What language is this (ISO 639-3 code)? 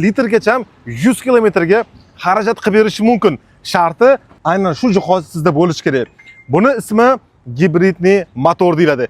uzb